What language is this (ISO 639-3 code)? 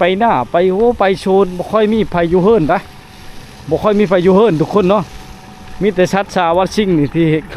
lao